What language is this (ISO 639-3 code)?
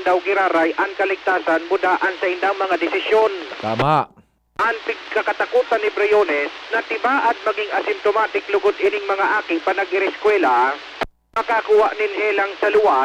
bik